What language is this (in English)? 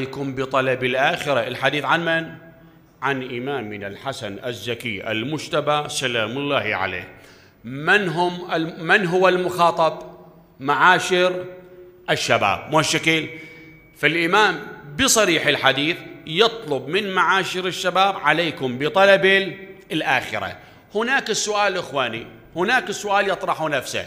Mesopotamian Arabic